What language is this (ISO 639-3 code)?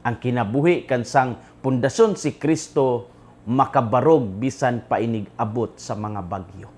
ceb